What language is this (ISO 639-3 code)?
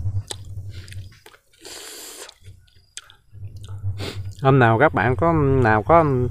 vie